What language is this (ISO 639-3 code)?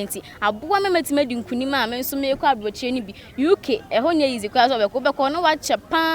aka